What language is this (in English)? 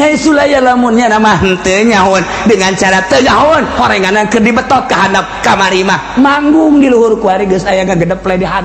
Sundanese